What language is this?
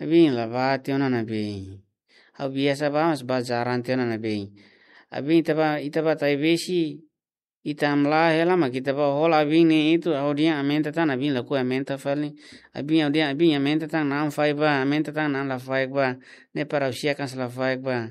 Tetum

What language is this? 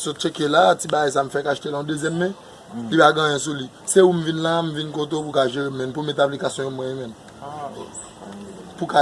Haitian Creole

